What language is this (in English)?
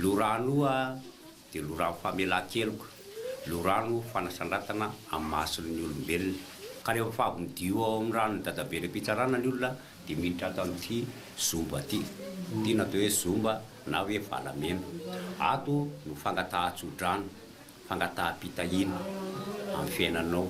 Malagasy